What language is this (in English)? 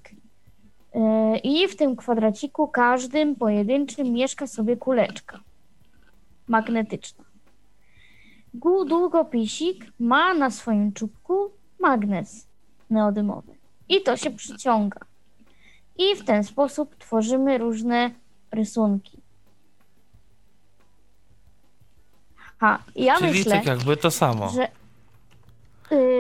Polish